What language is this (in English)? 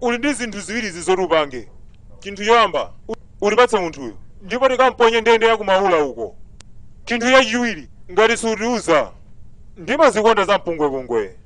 Nyanja